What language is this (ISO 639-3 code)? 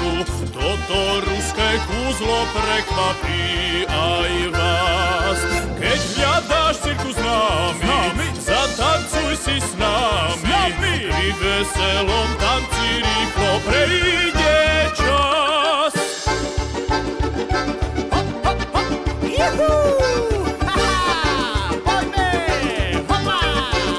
slk